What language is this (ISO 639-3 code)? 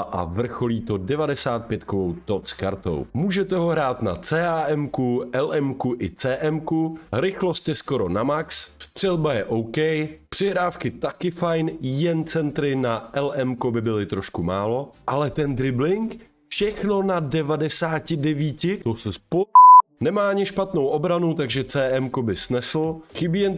ces